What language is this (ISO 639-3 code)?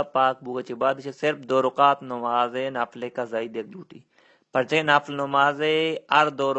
bal